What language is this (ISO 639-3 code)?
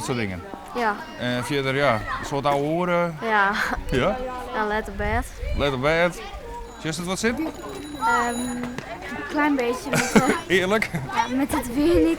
fry